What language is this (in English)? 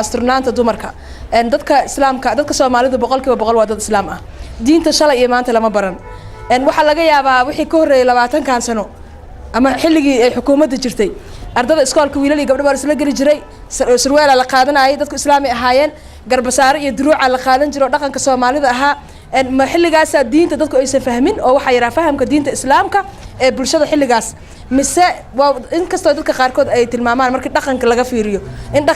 Somali